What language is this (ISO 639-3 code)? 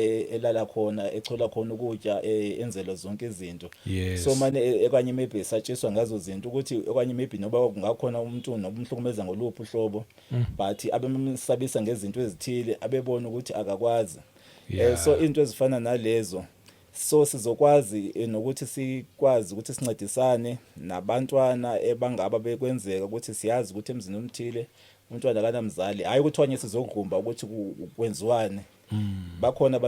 zul